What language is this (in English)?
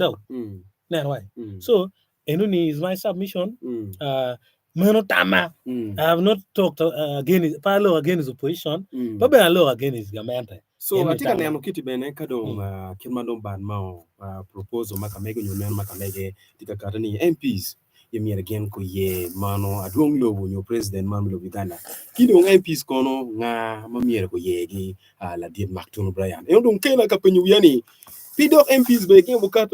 Acoli